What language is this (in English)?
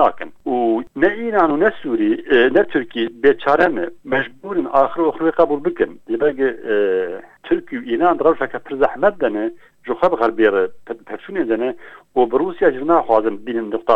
Kurdish